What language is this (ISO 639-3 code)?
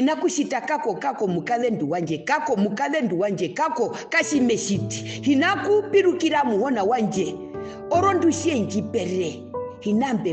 her